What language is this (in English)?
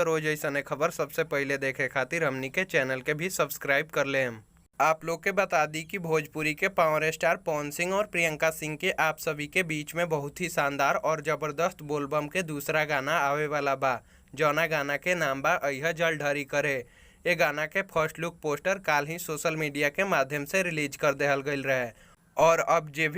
Bhojpuri